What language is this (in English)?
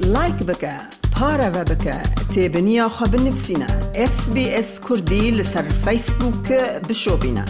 Kurdish